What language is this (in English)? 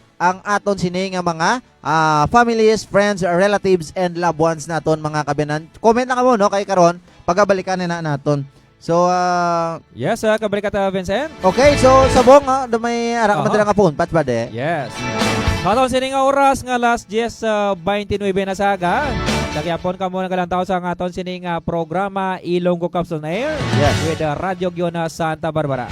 Hiligaynon